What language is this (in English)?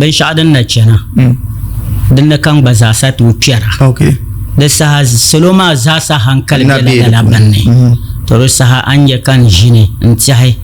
Dagbani